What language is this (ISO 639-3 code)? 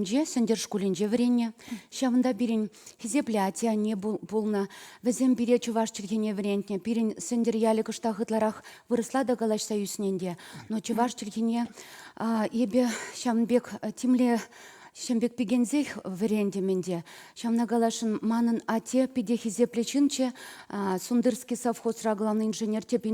chv